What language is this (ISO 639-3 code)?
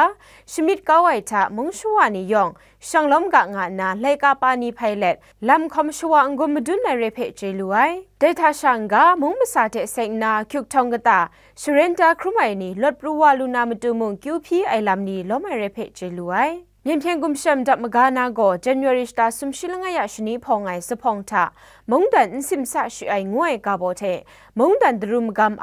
kac